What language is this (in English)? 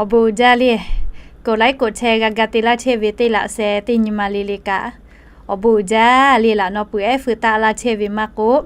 Lahu